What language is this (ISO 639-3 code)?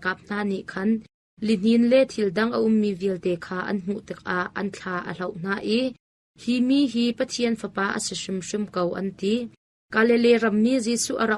cnh